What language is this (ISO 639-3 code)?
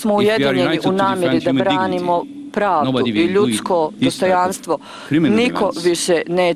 bos